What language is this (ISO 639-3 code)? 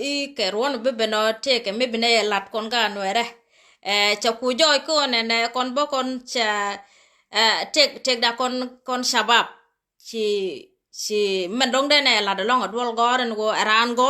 nus